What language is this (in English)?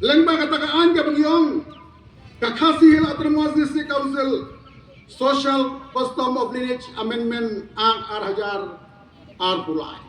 Khasi